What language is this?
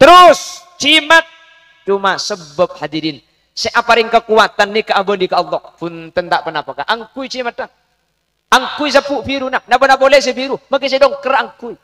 Madurese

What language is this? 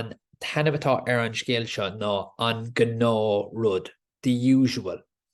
Irish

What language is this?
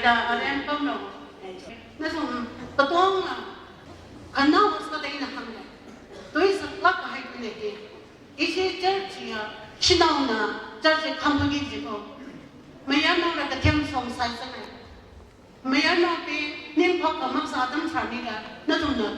Tangkhul Naga (India)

